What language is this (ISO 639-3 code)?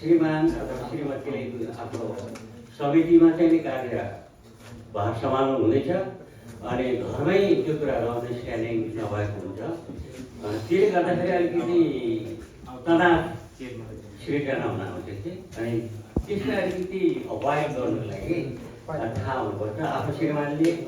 nep